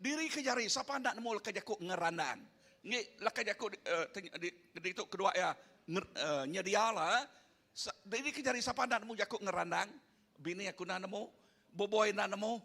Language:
Iban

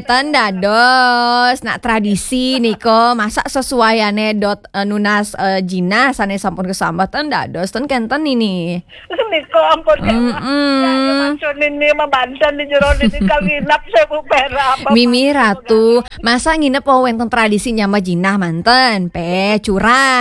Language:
Balinese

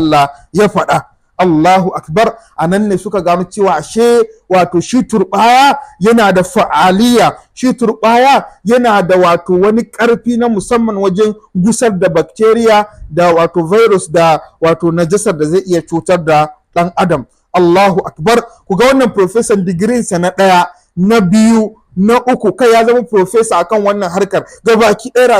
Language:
Hausa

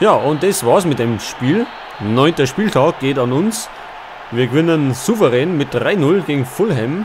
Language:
Bavarian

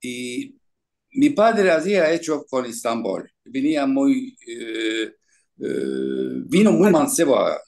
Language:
Ladino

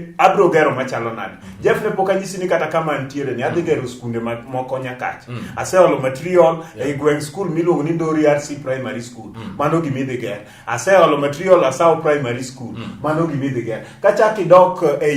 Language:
Luo (Kenya and Tanzania)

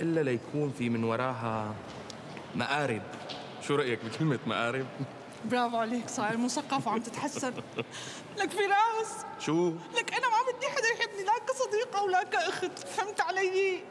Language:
North Levantine Arabic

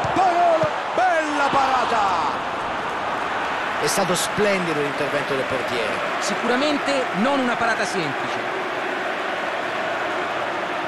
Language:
Italian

